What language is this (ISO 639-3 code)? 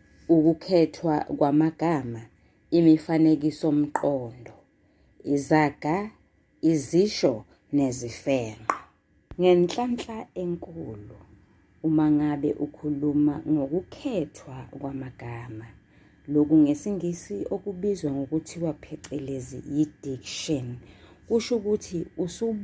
zul